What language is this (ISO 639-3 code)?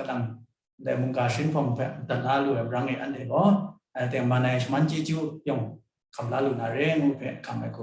kac